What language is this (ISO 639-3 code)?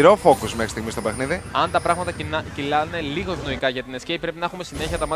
ell